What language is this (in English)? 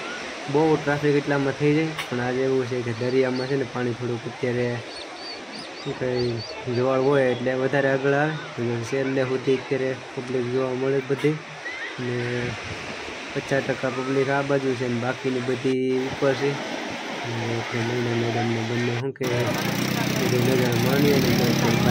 Gujarati